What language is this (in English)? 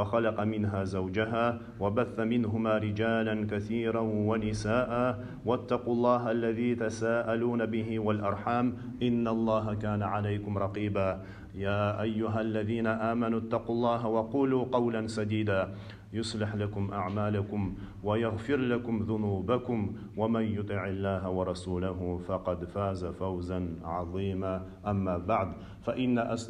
Adyghe